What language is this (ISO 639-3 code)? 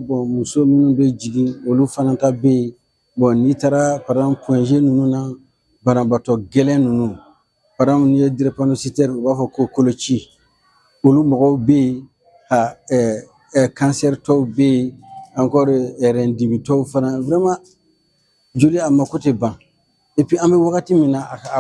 bam